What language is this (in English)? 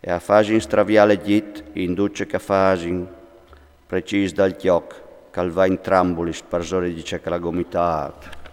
Friulian